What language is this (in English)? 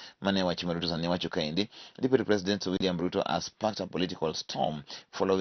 Luo (Kenya and Tanzania)